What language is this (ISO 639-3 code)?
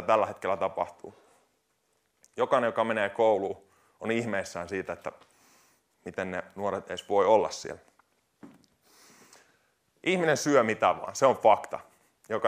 fin